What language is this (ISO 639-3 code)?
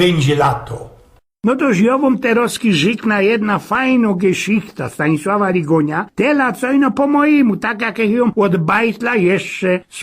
szl